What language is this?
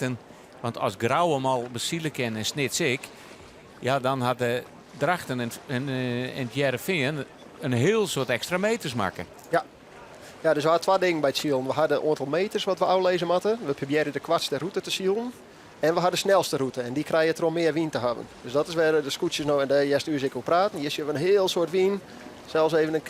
Western Frisian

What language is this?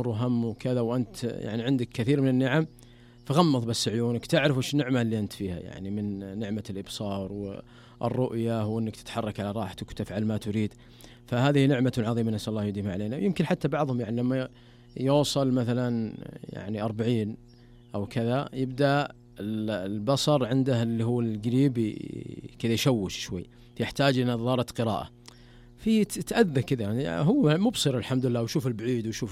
Najdi Arabic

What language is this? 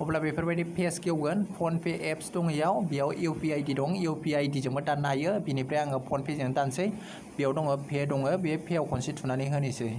Bodo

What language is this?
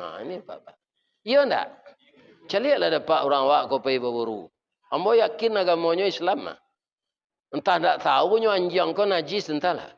Minangkabau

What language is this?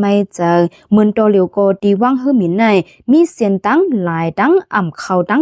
Lao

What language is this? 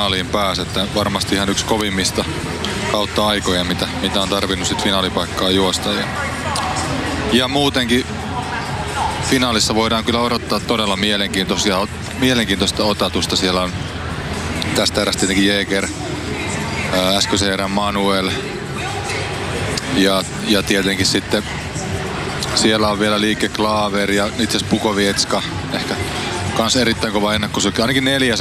Finnish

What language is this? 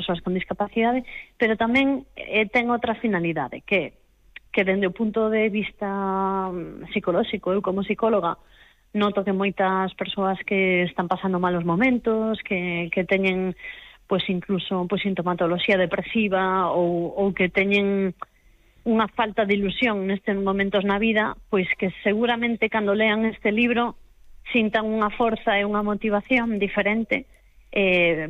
Galician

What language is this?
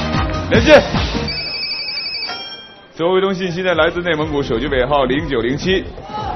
Chinese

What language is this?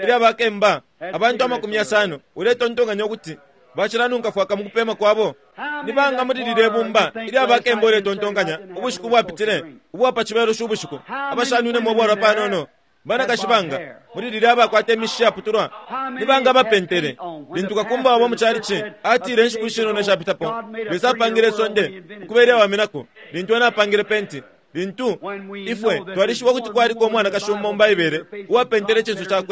Bemba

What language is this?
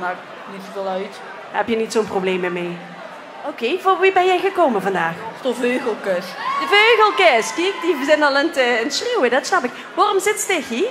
Limburgish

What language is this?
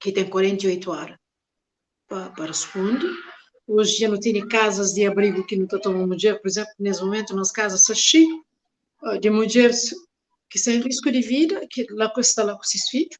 Kabuverdianu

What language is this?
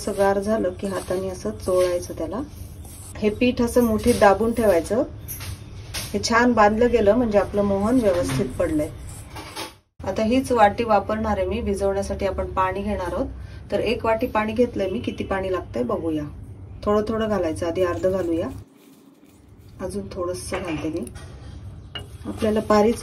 Marathi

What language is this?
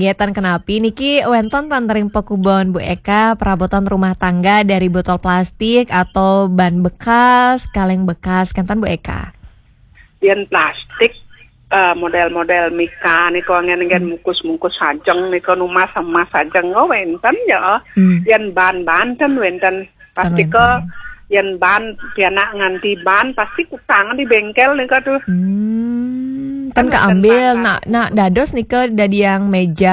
Balinese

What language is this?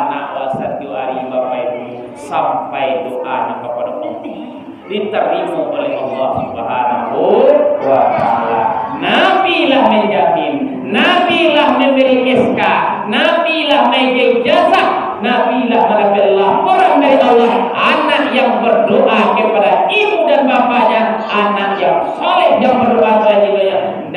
Minangkabau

